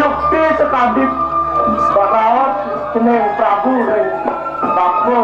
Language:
Balinese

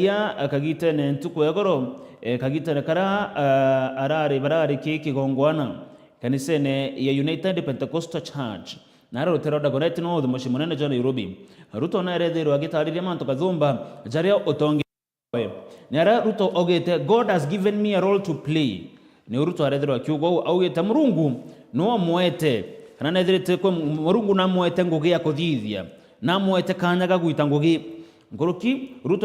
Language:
Meru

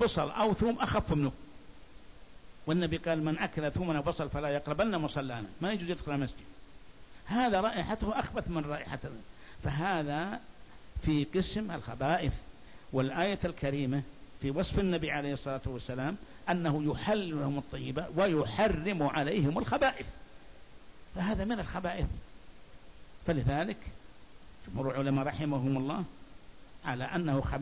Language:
Arabic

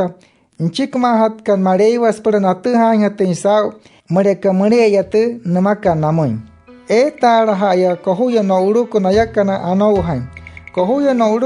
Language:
Wayuu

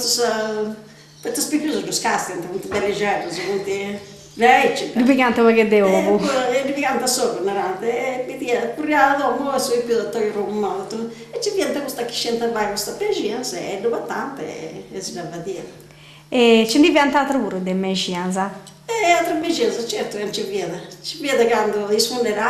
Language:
Sardinian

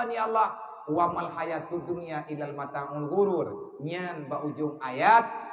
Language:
Achinese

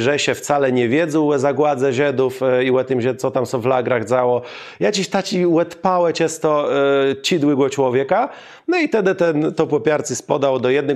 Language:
Kashubian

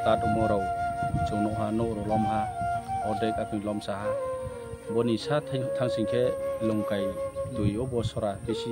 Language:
Kok Borok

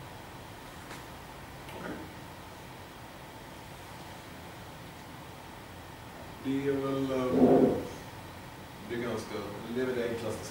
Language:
Swedish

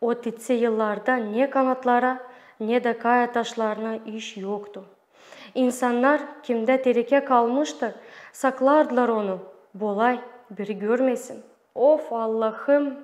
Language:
Gagauz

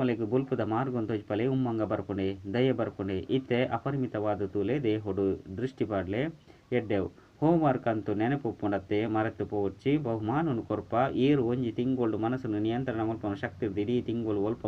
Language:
Tulu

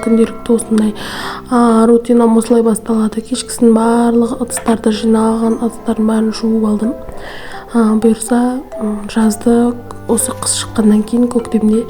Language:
Kazakh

